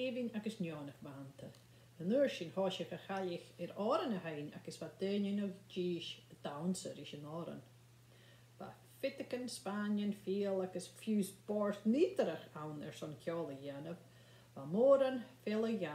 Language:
Scottish Gaelic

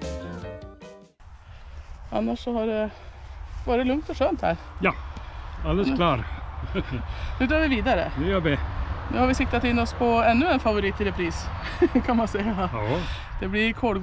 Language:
Swedish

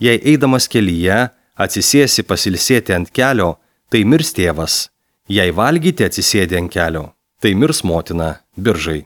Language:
Lithuanian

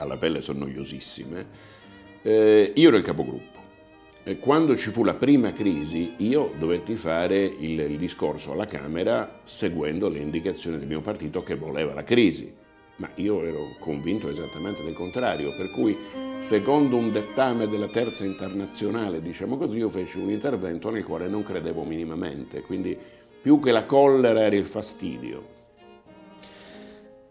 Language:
Italian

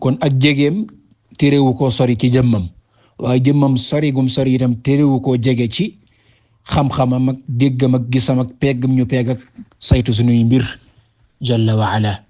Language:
Wolof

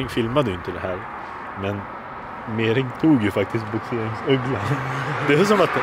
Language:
Swedish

